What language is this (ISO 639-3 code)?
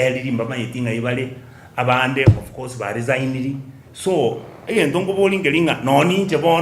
guz